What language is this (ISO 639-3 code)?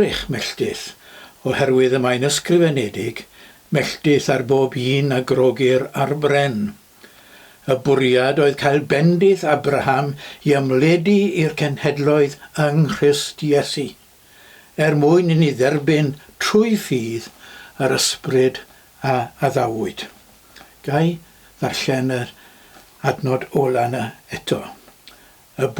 cym